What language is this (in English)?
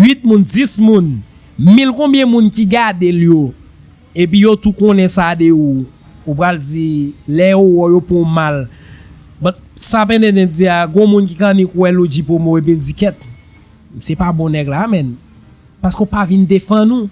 Haitian Creole